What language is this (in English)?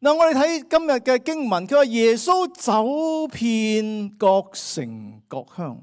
Cantonese